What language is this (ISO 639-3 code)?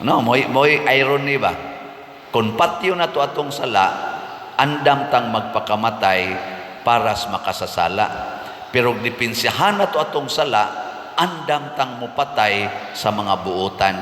ceb